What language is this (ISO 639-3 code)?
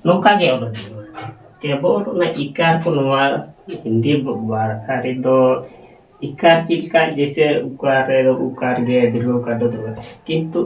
sat